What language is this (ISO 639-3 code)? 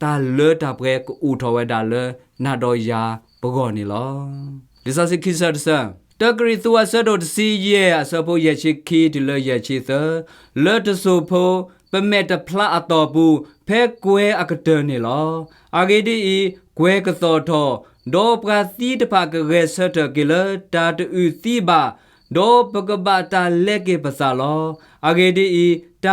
ksw